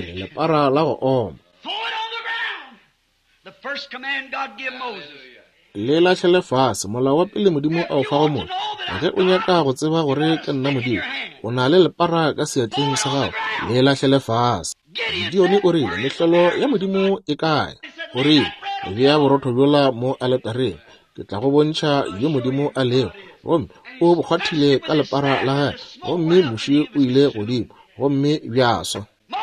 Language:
Northern Sotho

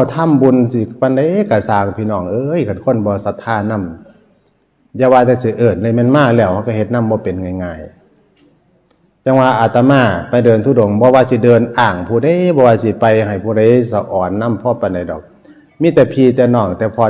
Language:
Northeastern Thai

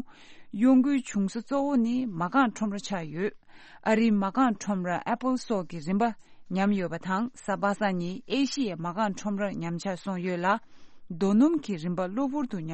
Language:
Tibetan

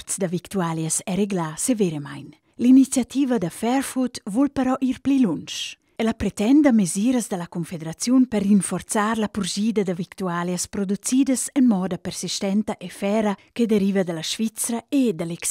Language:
Romansh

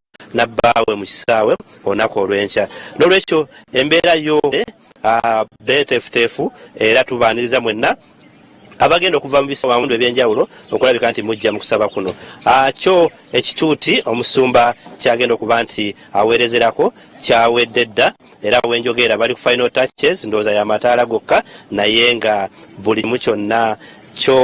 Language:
Ganda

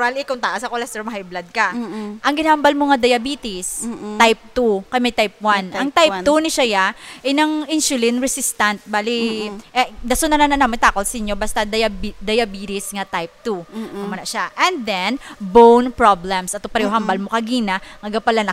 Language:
Hiligaynon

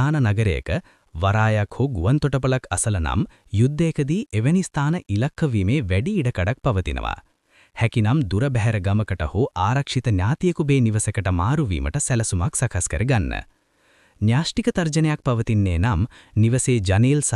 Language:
Sinhala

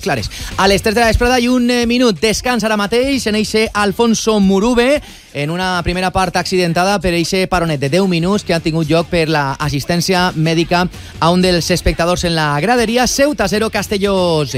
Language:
Catalan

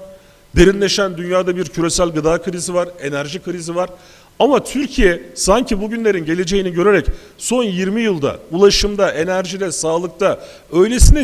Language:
Turkish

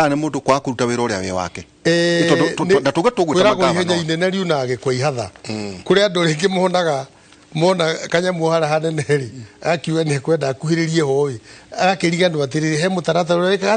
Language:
Kikuyu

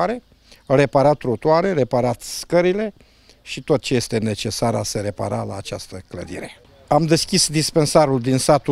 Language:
Romanian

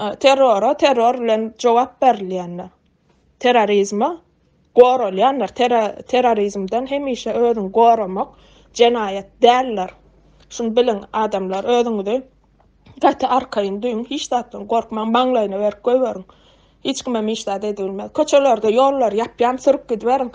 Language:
Turkmen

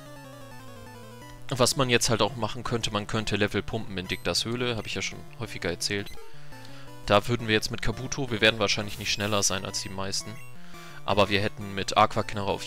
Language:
German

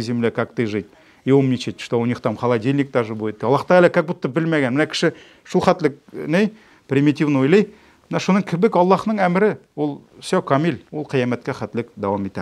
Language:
Tatar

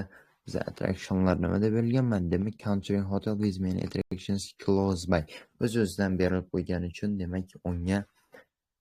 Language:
Uzbek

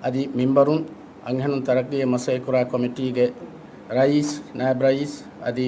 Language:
Divehi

